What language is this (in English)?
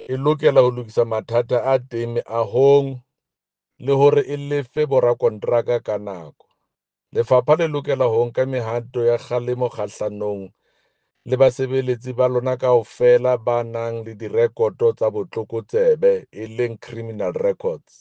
Southern Sotho